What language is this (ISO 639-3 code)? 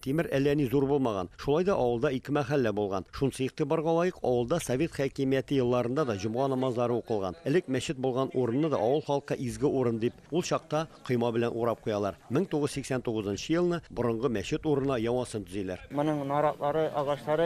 tat